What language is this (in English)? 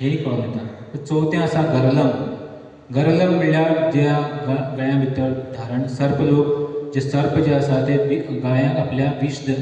Konkani